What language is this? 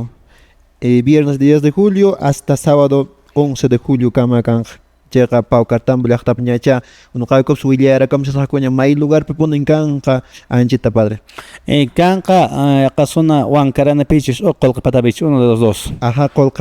Quechua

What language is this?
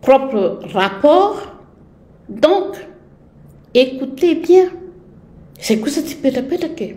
Malagasy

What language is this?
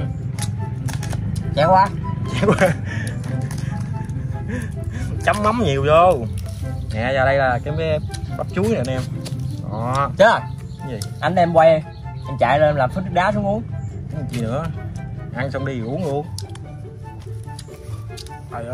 Vietnamese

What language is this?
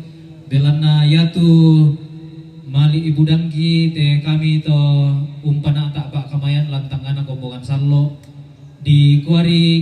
Toraja-Sa'dan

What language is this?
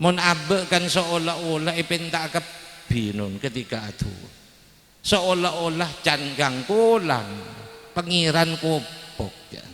Madurese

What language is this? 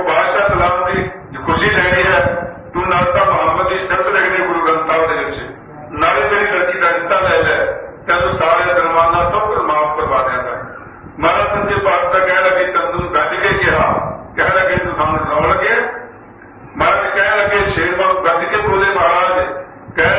Punjabi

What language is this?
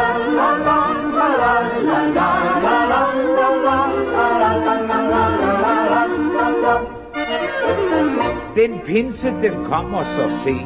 Danish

